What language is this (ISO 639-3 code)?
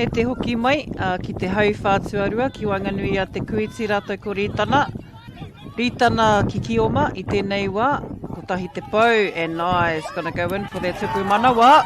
mri